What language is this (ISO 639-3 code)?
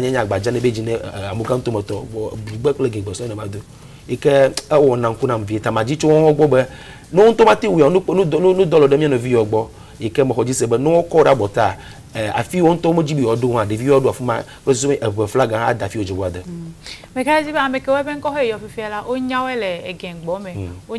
ewe